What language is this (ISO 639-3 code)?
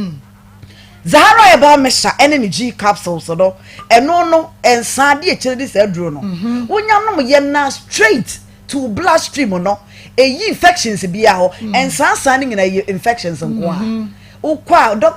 aka